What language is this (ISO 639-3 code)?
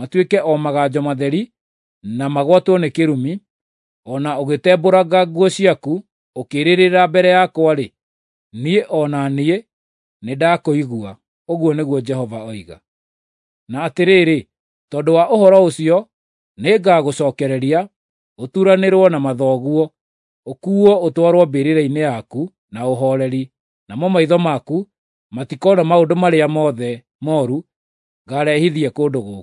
kik